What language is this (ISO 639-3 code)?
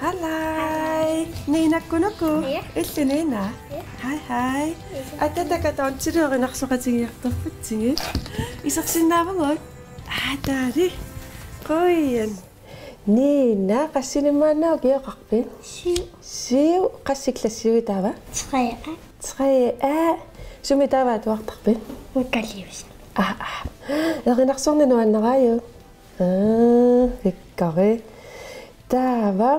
kal